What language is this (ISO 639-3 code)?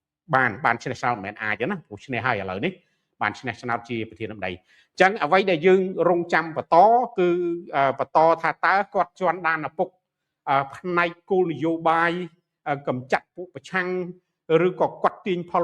khm